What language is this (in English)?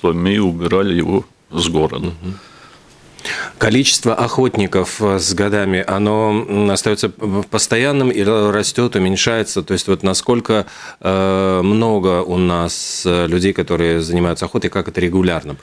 Russian